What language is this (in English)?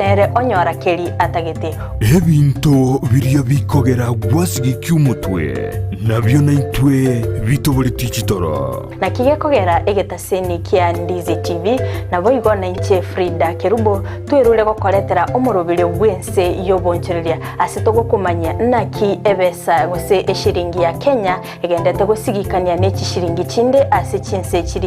Gusii